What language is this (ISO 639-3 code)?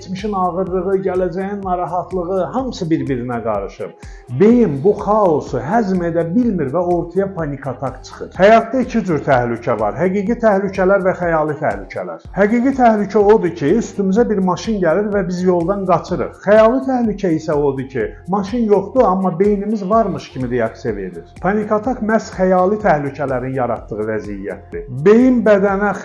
aze